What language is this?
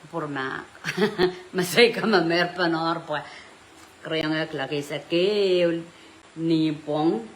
Pohnpeian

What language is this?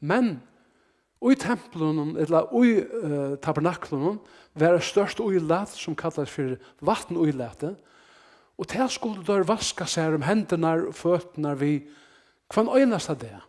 Faroese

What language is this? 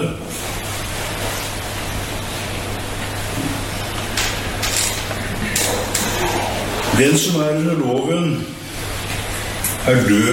Norwegian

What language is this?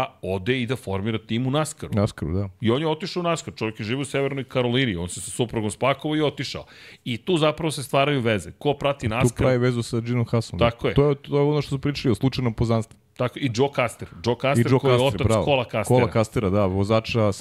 Serbian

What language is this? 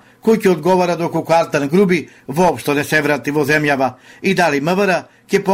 Macedonian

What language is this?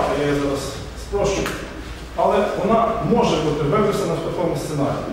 Ukrainian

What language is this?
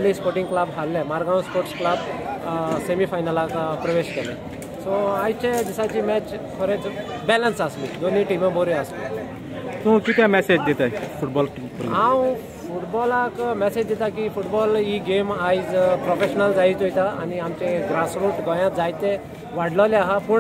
Konkani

